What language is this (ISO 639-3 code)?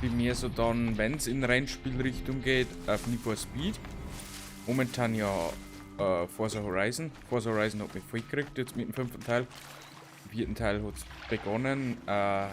bar